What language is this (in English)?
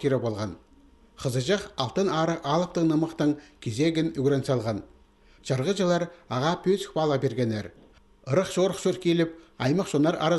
Khakas